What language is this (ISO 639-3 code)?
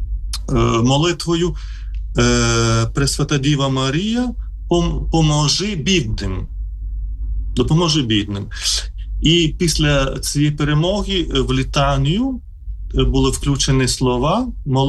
ukr